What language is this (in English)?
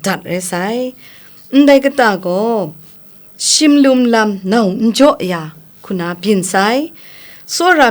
Kachin